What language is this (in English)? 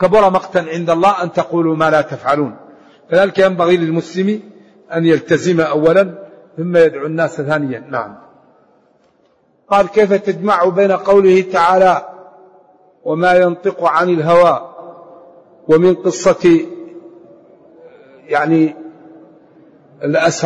Arabic